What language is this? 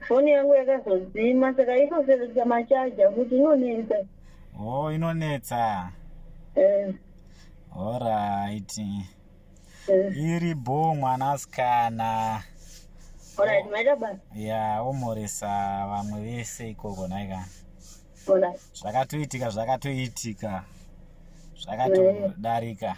Shona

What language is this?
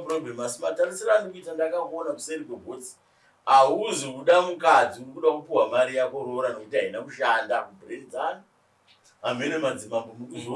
Shona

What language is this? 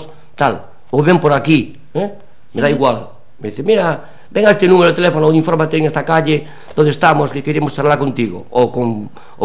Galician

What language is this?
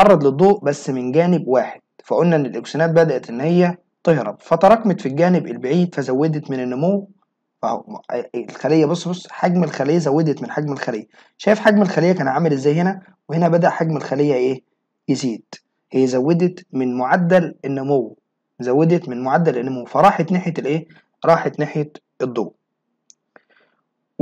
Egyptian Arabic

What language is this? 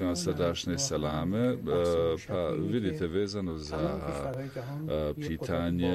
Bosnian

